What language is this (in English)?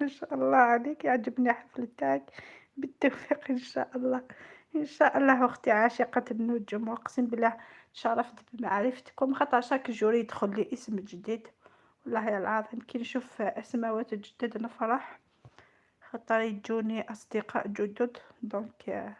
Algerian Arabic